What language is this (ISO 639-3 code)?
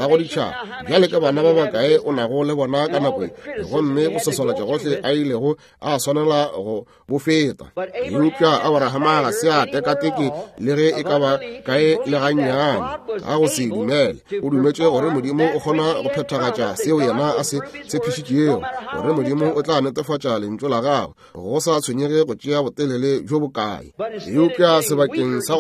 nso